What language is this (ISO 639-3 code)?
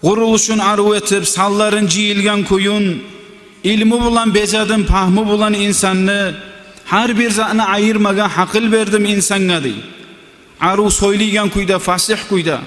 kum